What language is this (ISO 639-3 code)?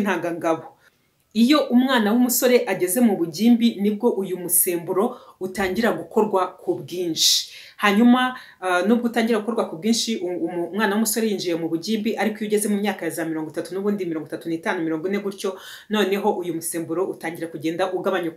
kin